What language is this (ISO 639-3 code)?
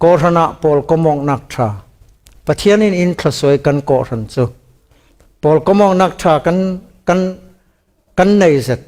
cfm